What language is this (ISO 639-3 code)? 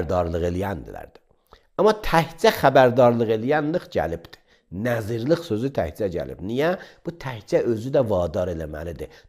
aze